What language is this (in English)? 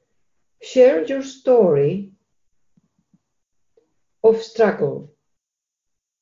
Greek